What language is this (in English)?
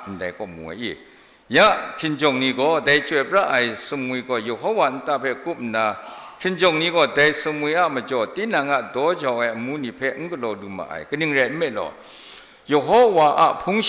Kachin